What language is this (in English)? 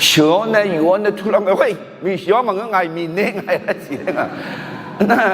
Akha